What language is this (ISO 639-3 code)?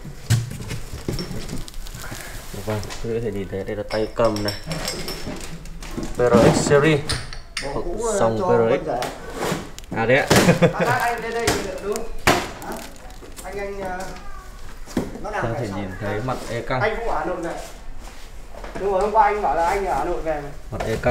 vie